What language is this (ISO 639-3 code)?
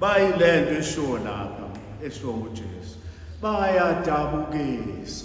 zul